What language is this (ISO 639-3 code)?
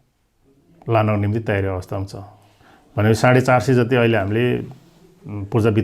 nep